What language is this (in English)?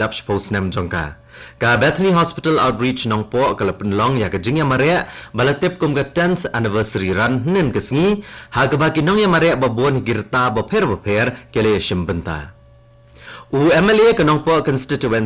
Khasi